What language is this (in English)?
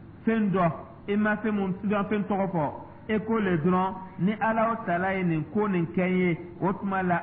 Dyula